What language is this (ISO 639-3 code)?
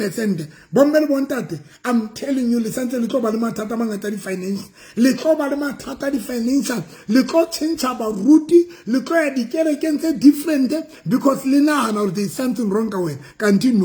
sot